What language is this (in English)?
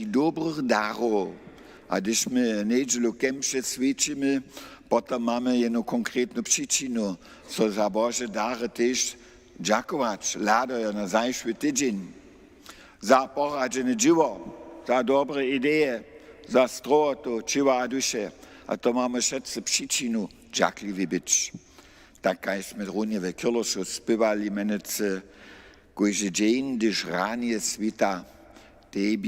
Upper Sorbian